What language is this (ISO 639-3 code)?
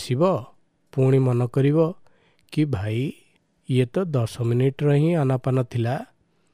ori